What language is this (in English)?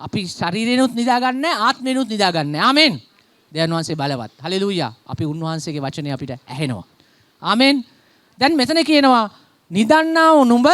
Sinhala